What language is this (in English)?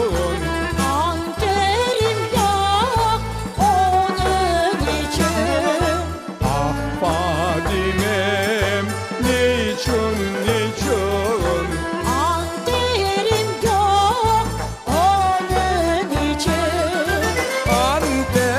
Crimean Tatar